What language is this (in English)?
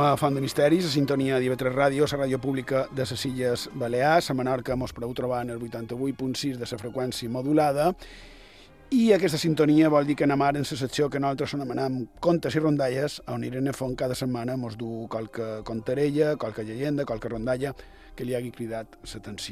Catalan